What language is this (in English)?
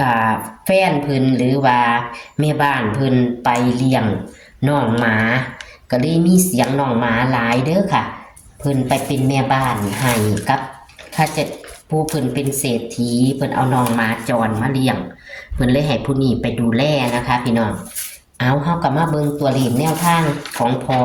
Northeastern Thai